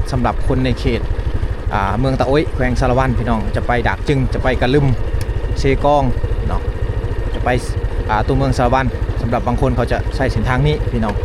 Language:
Lao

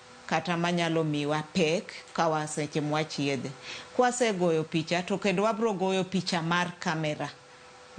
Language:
Luo (Kenya and Tanzania)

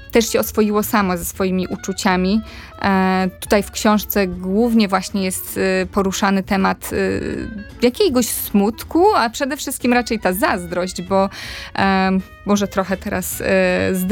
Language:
Polish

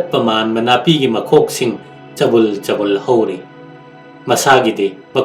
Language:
Manipuri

